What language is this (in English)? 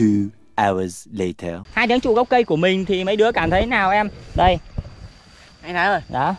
Vietnamese